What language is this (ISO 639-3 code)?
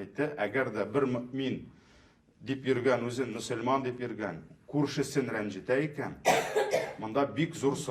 tat